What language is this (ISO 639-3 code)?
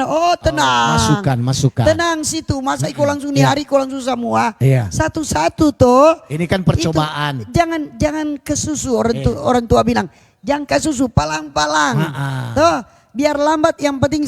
xmm